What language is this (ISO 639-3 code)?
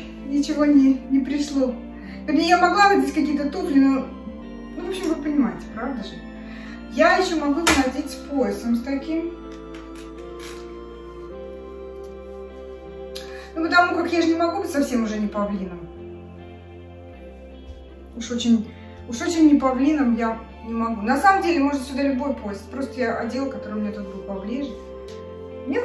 rus